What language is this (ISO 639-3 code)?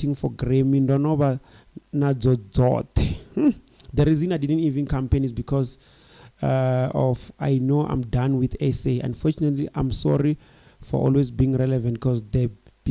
ven